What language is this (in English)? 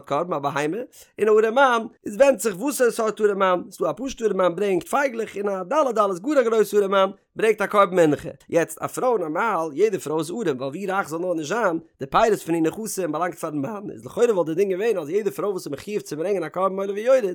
Yiddish